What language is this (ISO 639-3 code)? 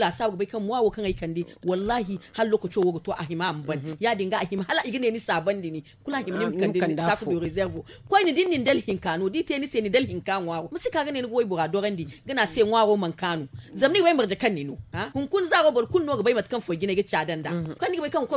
dje